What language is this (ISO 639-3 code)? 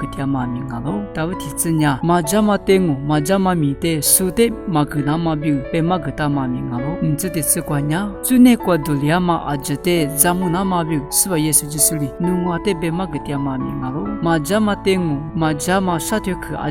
lis